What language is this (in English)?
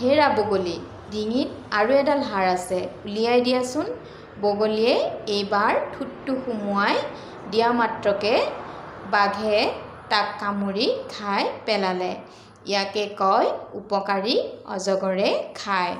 Assamese